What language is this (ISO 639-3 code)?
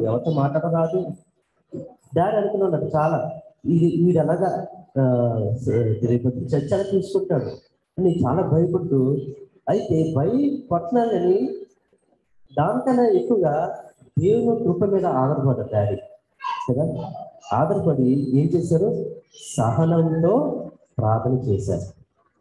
tel